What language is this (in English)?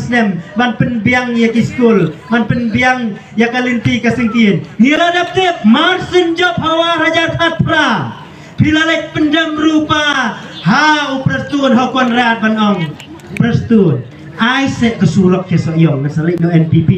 Khasi